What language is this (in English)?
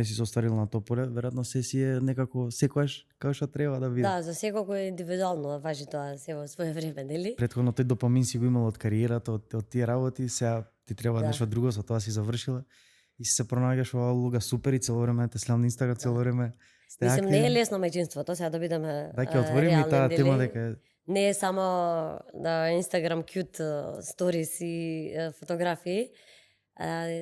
Macedonian